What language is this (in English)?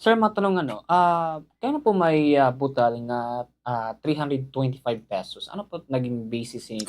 Waray